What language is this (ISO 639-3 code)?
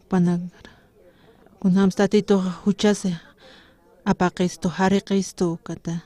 aym